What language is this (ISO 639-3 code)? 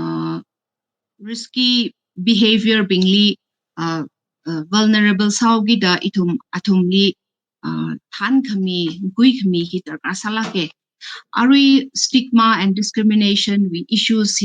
nmf